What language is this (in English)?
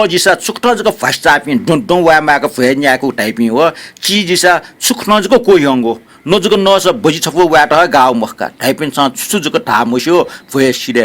Newari